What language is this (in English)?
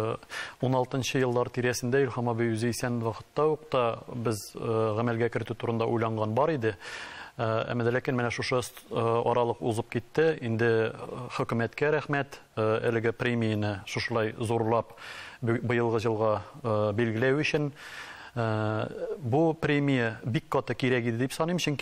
Tatar